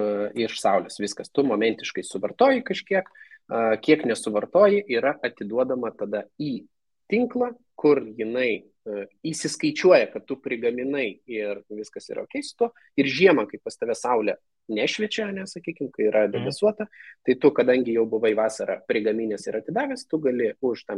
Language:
Lithuanian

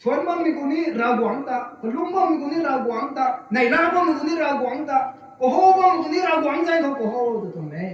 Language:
Rongmei Naga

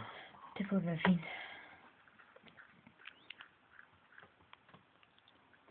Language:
Danish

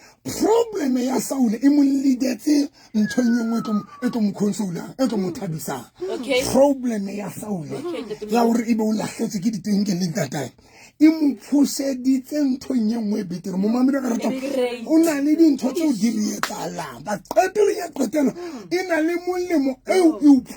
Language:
Southern Sotho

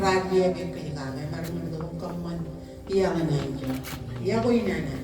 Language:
Marshallese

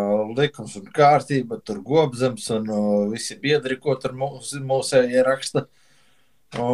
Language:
Latvian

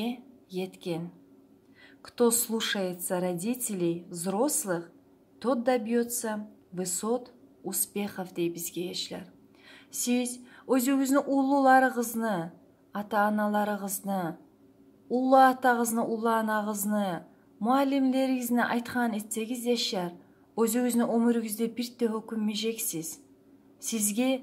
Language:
Kumyk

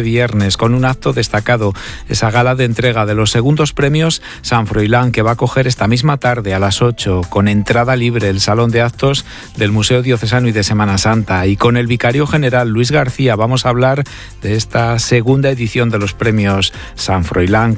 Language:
Spanish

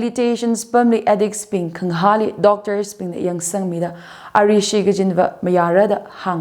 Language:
Tangkhul Naga (India)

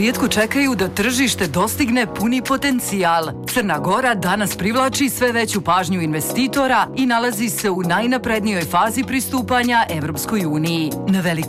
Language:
Serbian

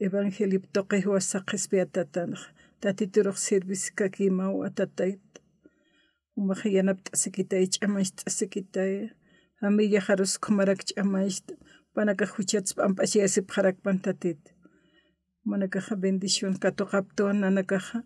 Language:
Aymara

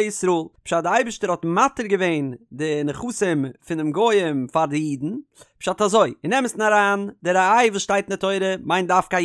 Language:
Yiddish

